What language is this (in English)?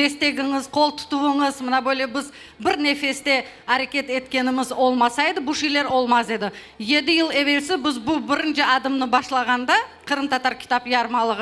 Crimean Tatar